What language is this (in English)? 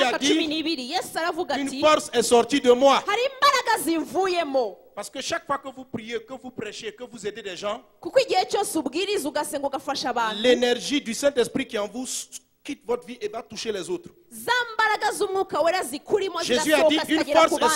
Kinyarwanda